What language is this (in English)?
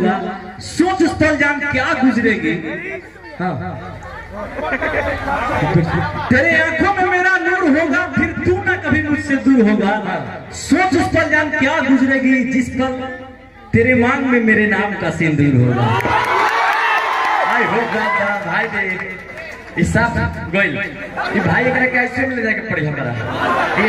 Bhojpuri